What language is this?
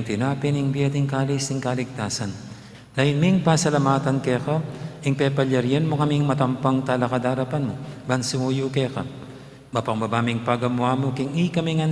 Pampanga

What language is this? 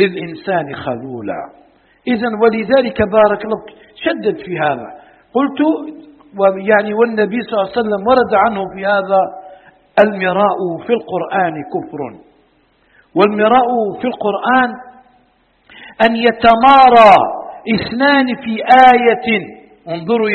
Arabic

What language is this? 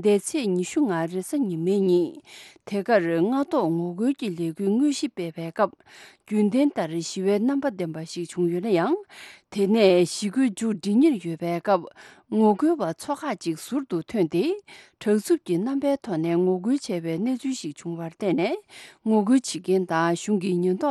Tibetan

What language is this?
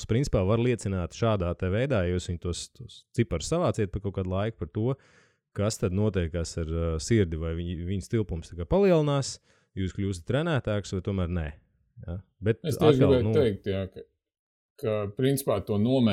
Latvian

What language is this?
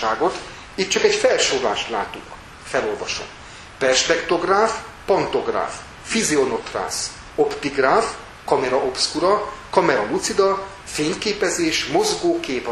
Hungarian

